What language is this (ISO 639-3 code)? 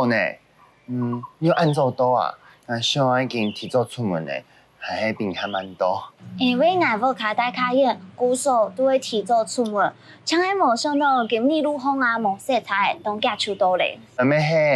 hak